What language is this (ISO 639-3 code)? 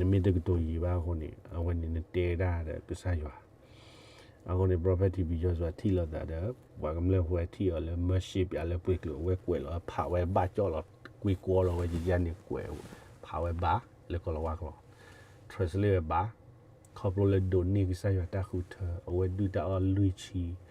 ksw